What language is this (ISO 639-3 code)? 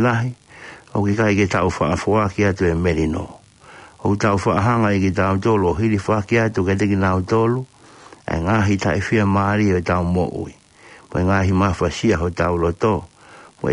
ton